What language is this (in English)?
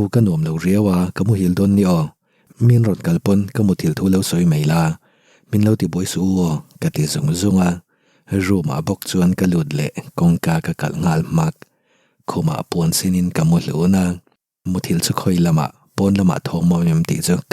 Mizo